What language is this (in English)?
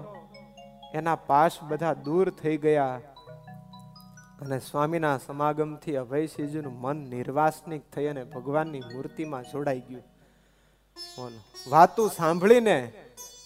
Gujarati